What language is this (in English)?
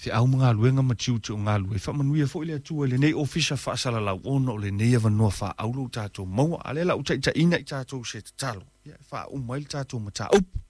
Samoan